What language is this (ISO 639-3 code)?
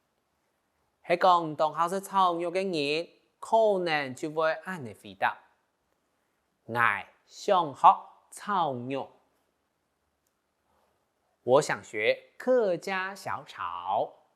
hak